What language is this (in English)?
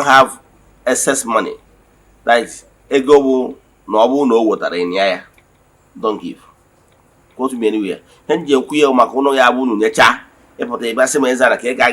Igbo